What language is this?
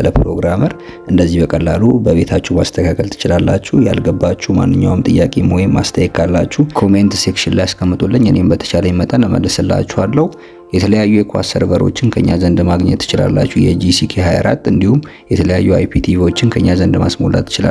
Amharic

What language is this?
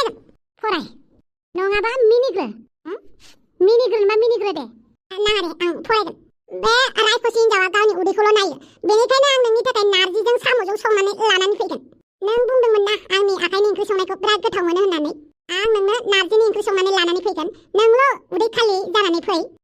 Bodo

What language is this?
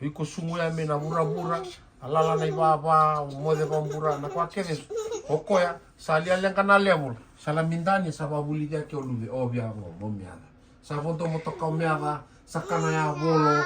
Fijian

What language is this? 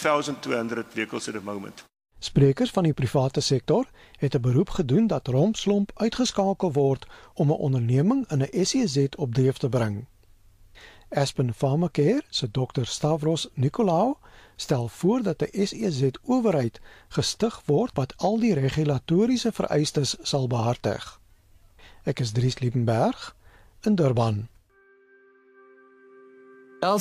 Afrikaans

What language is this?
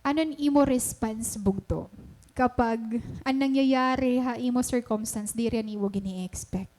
Waray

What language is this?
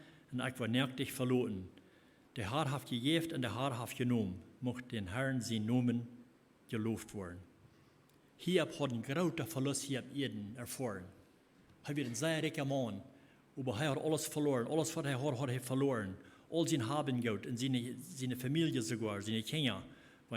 Plautdietsch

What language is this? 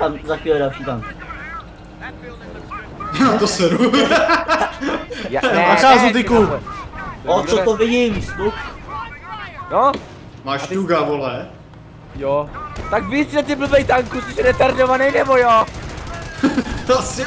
Czech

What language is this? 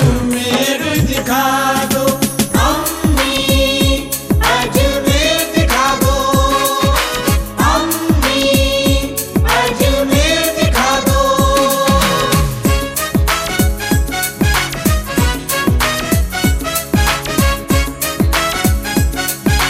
Hindi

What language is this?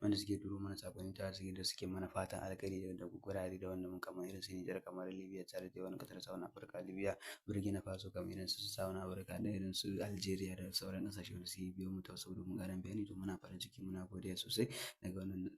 Hausa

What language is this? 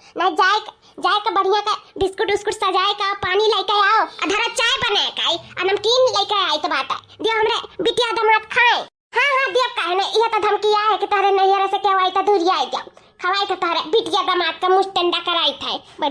Awadhi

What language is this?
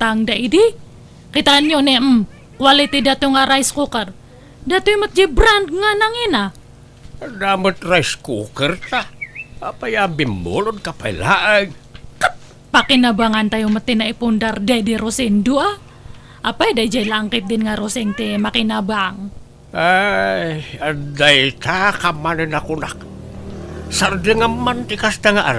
Iloko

